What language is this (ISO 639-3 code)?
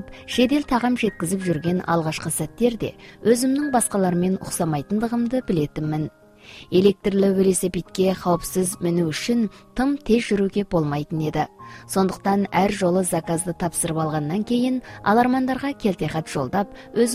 kaz